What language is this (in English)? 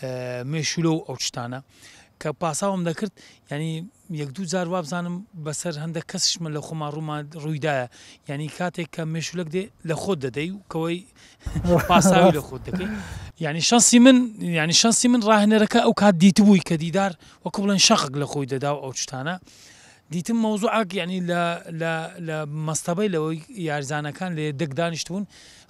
Central Kurdish